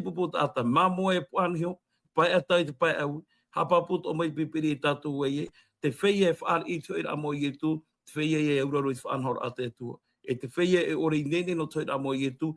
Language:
Tahitian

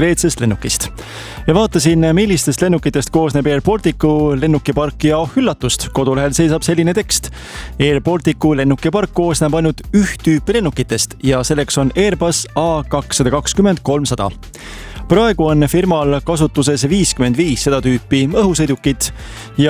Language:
Estonian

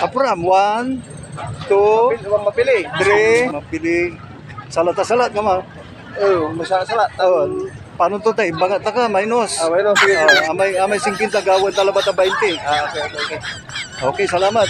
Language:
Pangasinan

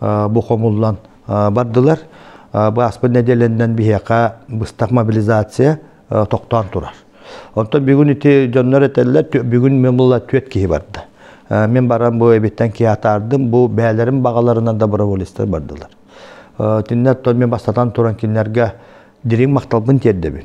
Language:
Yakut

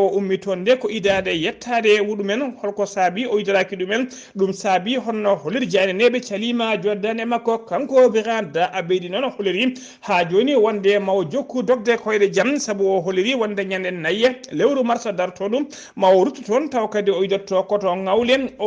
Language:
Fula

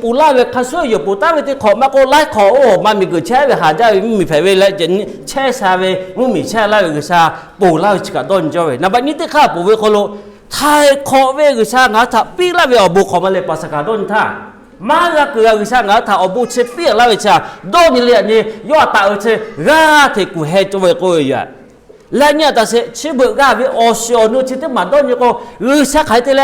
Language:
Lahu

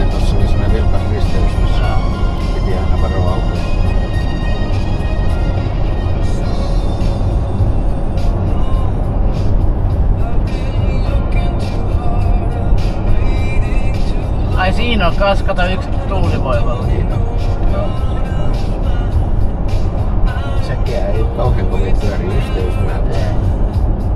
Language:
Finnish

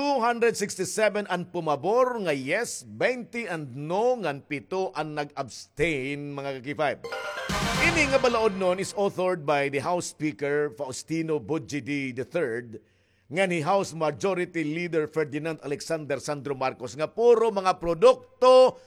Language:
Waray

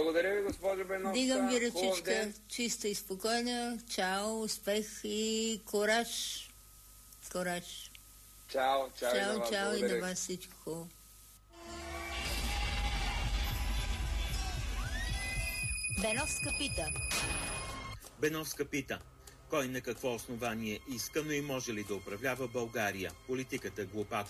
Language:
Bulgarian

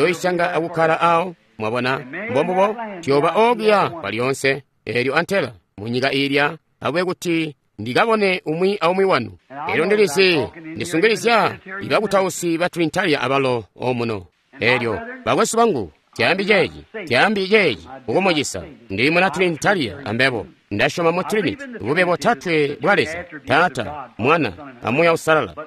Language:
Tonga (Zambia)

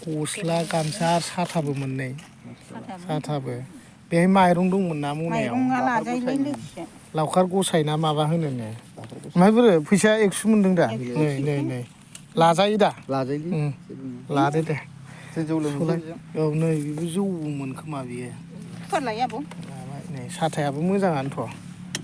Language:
Bodo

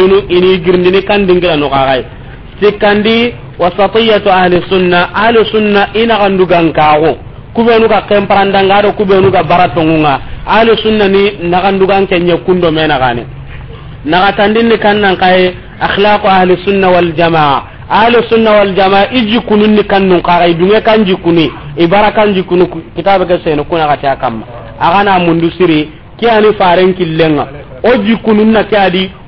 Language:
Soninke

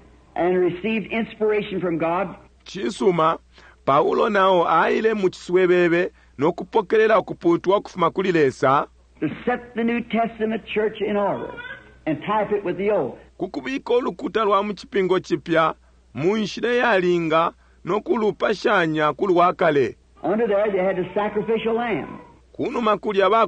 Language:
Bemba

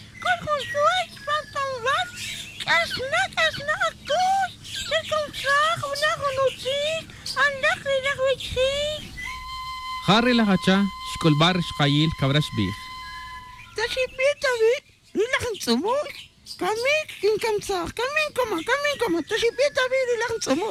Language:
Tz'utujil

